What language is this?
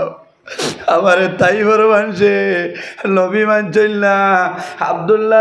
Sylheti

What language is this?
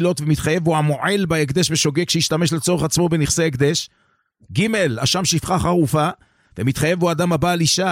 Hebrew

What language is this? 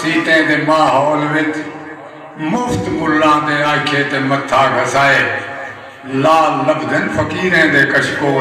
Saraiki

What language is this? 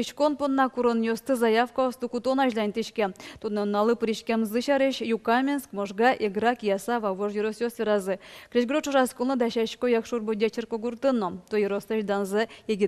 Udmurt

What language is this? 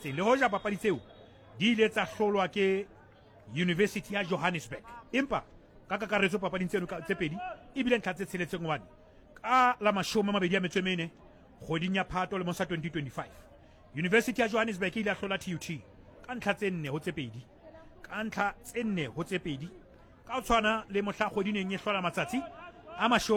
Southern Sotho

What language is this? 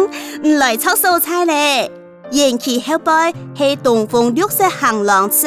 Hakka Chinese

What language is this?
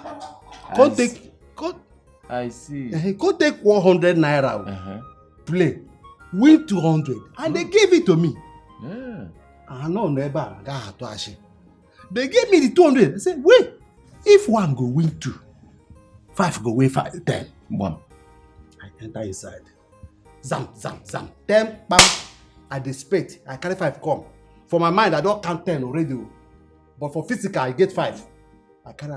Nigerian Pidgin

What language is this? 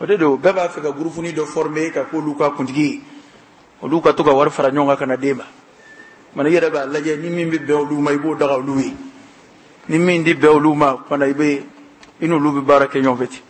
Bambara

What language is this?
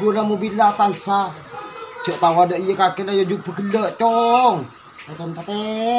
Madurese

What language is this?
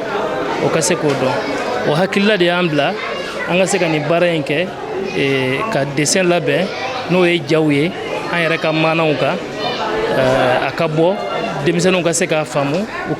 Bambara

